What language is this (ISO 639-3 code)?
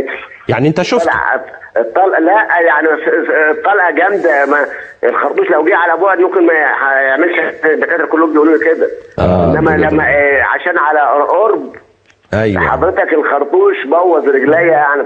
arz